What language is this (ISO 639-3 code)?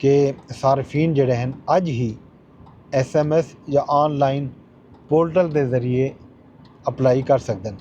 skr